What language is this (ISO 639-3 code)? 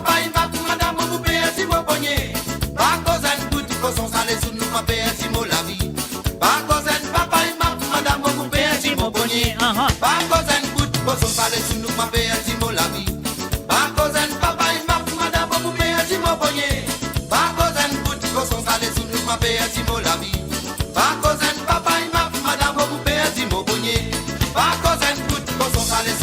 mfe